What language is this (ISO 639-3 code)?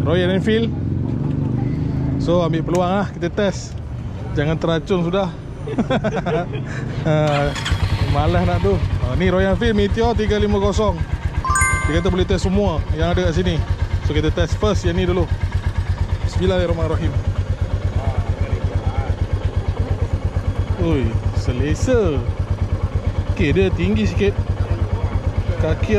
msa